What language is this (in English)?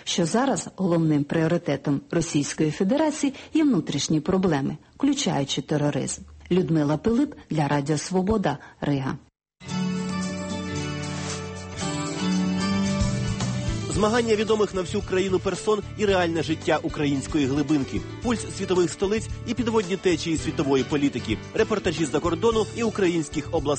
Ukrainian